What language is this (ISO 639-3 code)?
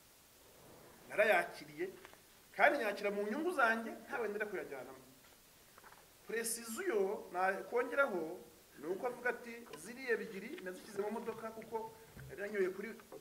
kin